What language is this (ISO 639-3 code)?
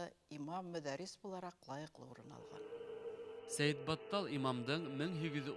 bak